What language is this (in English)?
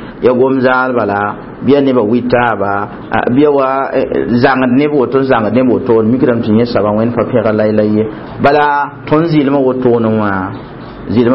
Mossi